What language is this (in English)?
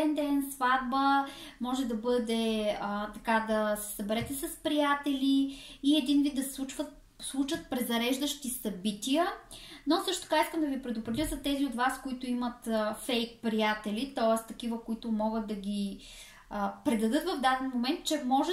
Bulgarian